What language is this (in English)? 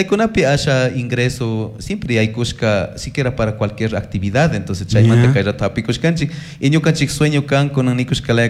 Chimborazo Highland Quichua